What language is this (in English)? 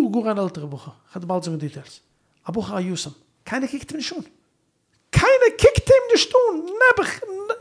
Yiddish